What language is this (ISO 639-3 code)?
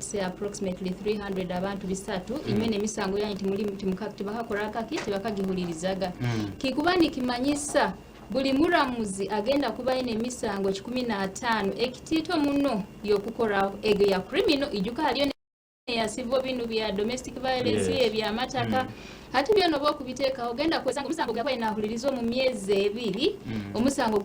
nyn